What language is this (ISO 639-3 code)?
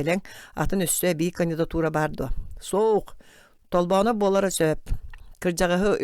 sah